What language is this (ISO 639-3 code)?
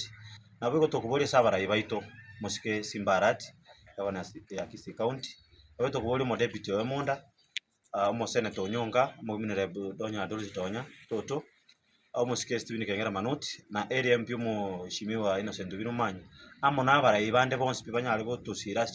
guz